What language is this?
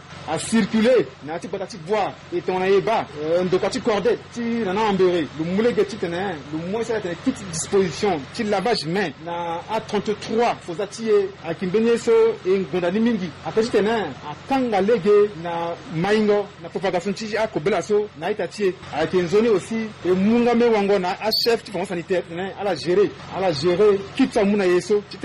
Sango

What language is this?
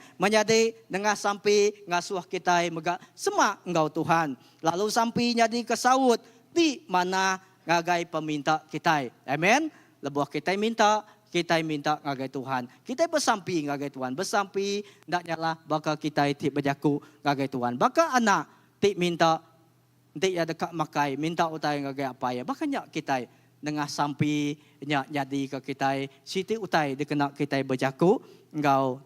Iban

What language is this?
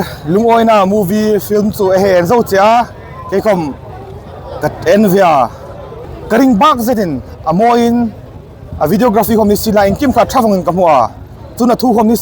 Hmar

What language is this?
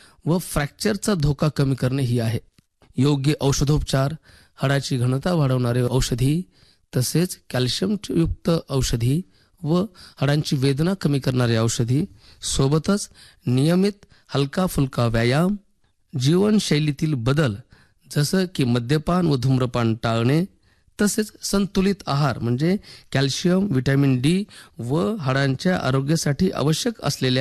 Marathi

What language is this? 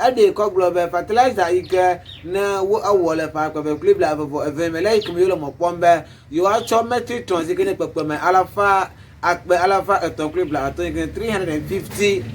Ewe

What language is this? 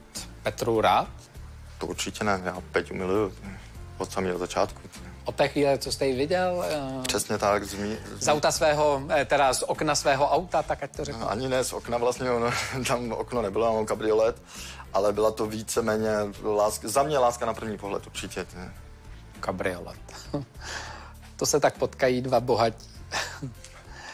Czech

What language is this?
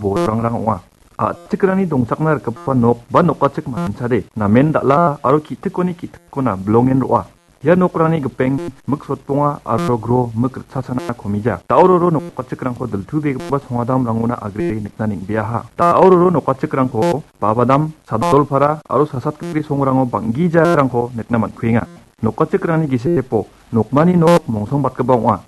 Garo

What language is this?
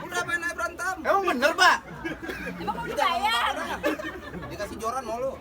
Betawi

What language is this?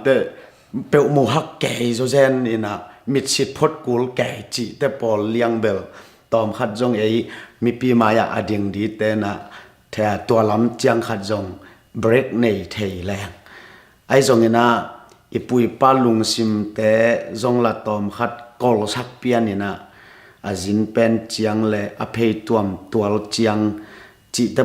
Tedim Chin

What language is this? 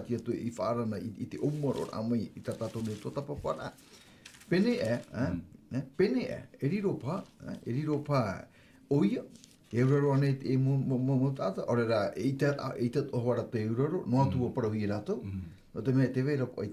Tahitian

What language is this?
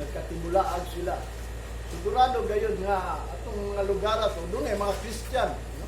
Cebuano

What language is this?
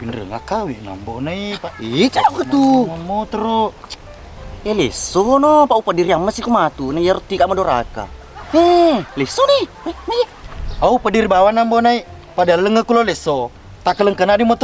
Buginese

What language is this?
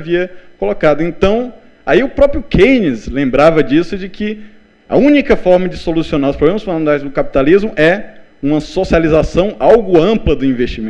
Portuguese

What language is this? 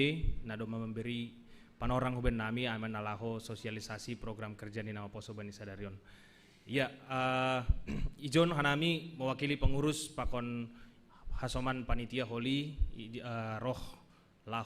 Batak Simalungun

